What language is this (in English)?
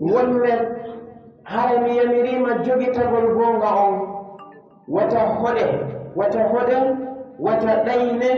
Pular